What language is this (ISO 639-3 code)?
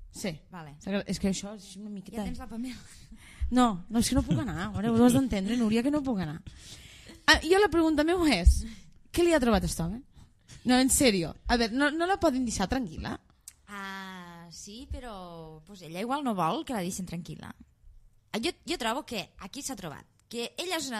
cat